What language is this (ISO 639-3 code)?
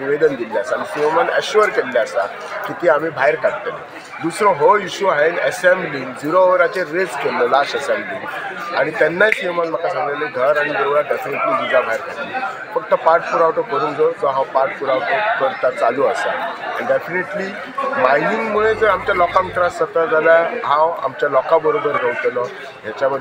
kok